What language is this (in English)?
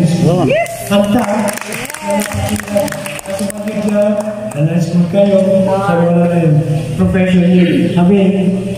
Filipino